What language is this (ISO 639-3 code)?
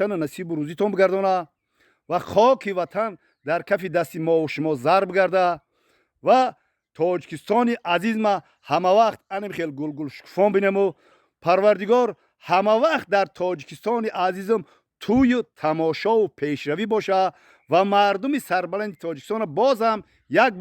tgk